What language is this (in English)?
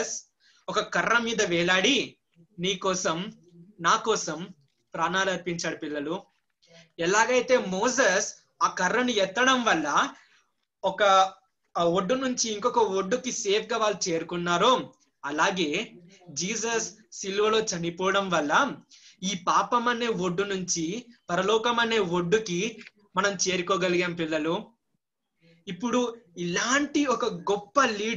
Telugu